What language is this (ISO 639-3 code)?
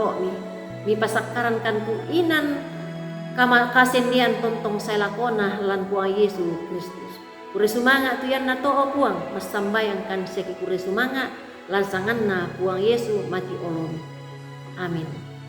sda